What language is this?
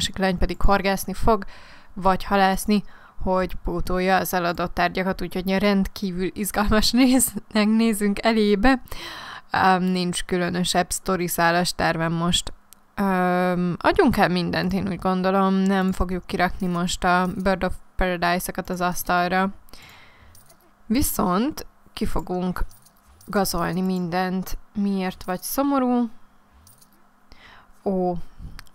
Hungarian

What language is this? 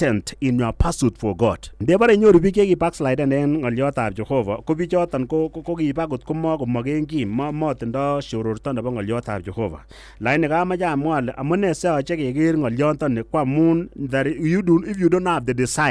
Kalenjin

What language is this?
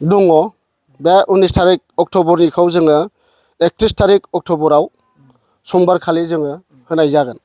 Bodo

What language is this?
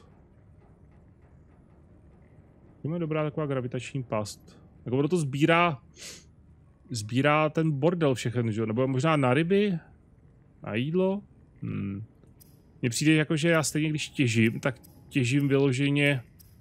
Czech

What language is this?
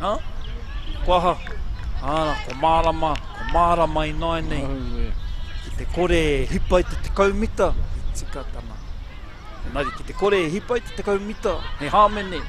Māori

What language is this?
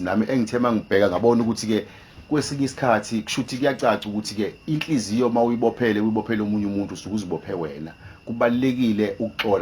Zulu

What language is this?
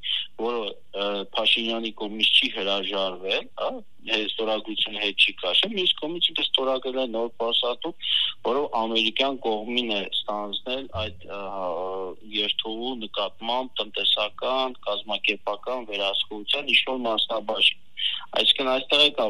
Armenian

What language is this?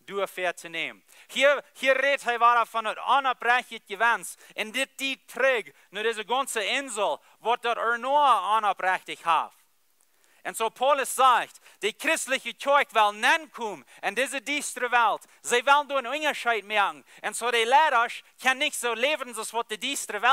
Plautdietsch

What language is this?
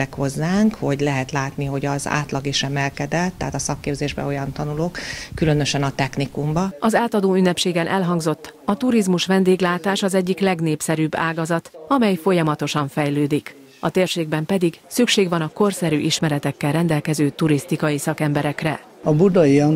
Hungarian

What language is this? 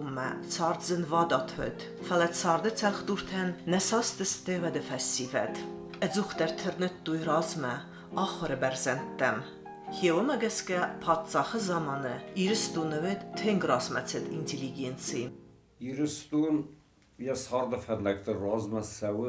Ossetic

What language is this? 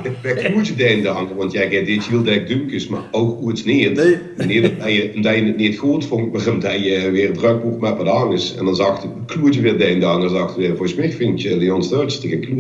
Limburgish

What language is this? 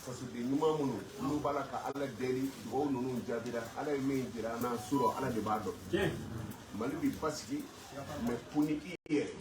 Bambara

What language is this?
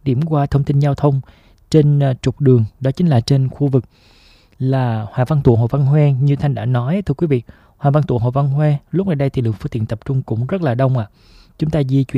Vietnamese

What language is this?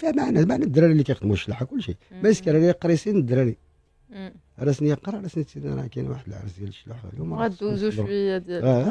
Moroccan Arabic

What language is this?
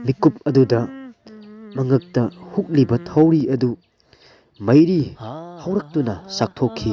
Manipuri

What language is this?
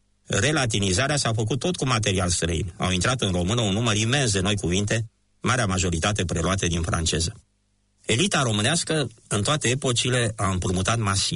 Romanian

